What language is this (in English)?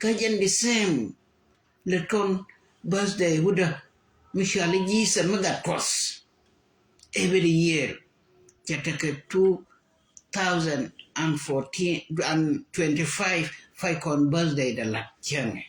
Nuer